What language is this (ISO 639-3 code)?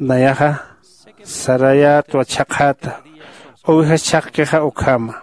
aym